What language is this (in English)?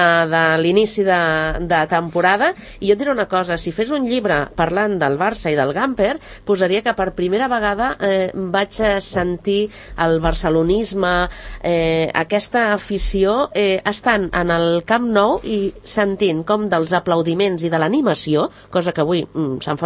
Catalan